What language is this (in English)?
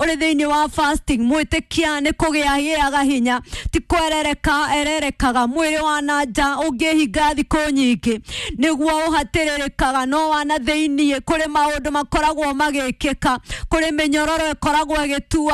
Kikuyu